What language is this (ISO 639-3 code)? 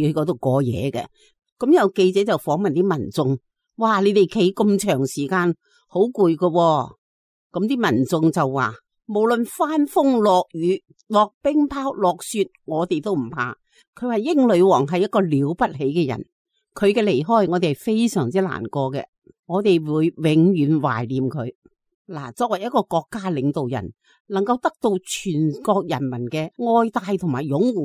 yue